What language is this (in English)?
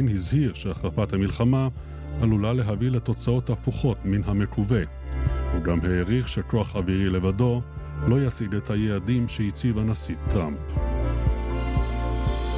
Hebrew